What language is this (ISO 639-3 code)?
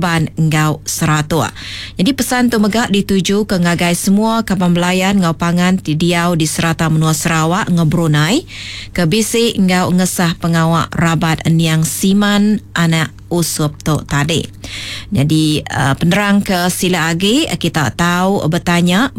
iba